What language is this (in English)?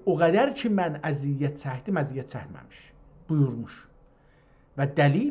South Azerbaijani